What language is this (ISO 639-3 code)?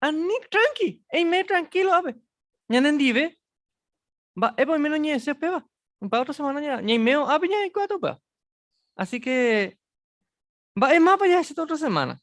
grn